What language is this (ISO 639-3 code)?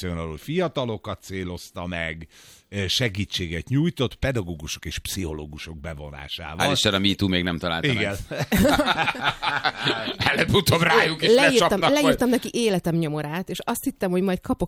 hun